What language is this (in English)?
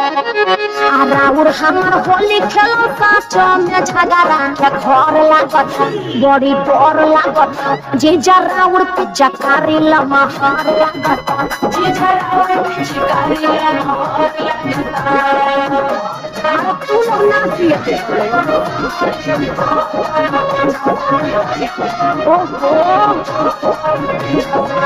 Bhojpuri